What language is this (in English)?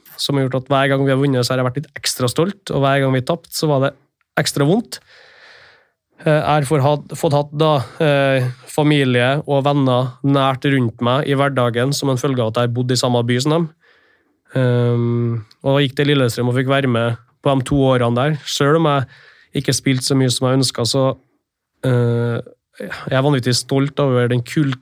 Norwegian